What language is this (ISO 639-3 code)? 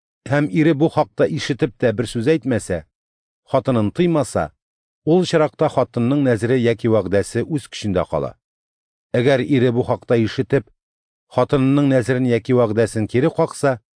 tat